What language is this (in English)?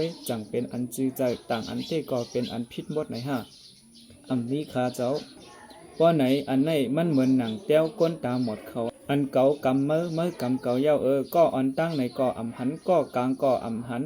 Shan